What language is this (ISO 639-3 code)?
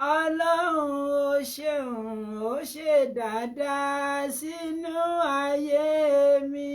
yor